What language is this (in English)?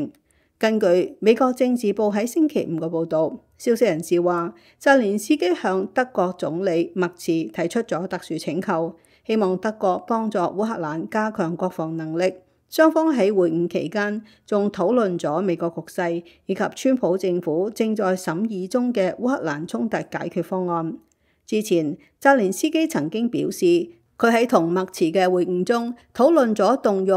Cantonese